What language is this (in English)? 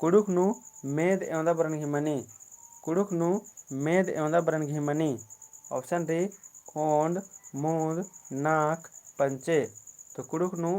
Kurukh